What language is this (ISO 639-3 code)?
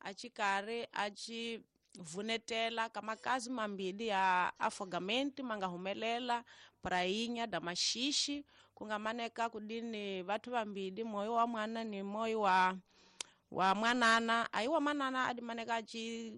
tso